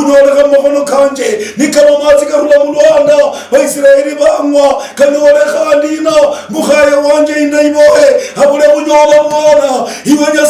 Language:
Luyia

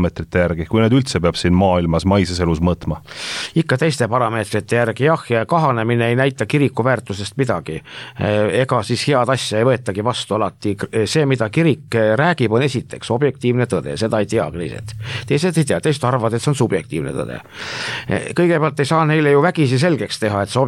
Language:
Estonian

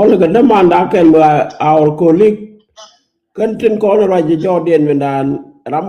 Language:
Nuer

